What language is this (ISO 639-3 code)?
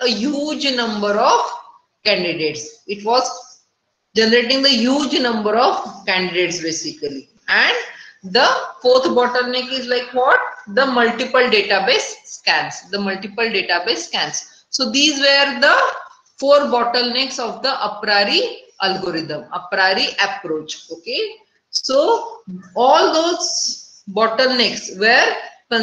eng